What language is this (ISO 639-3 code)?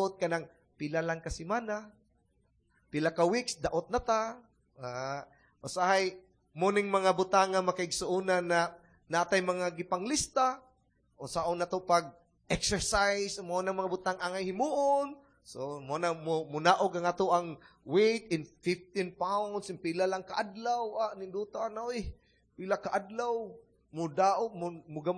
ceb